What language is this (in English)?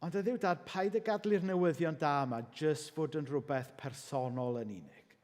Welsh